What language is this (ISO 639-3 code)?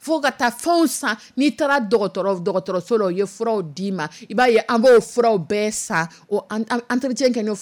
dyu